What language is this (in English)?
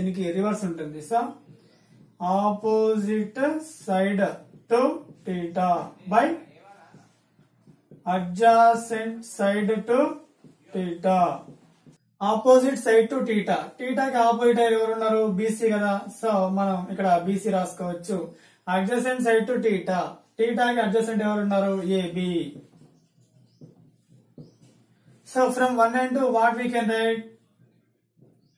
Telugu